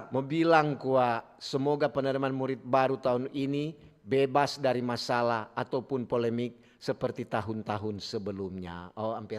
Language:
Manado Malay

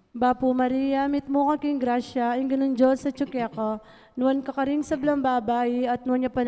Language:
Pampanga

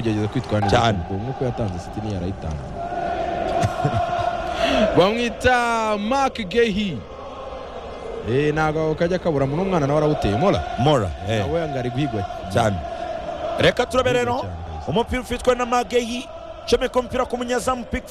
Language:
Kinyarwanda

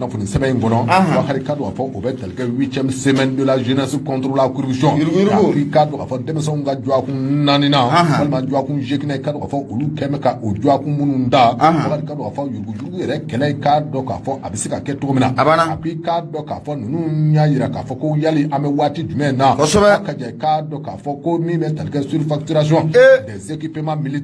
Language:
Bambara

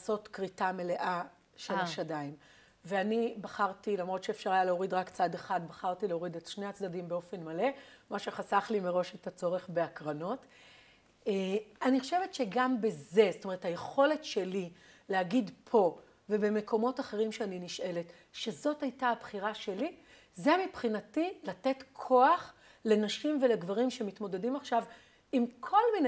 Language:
Hebrew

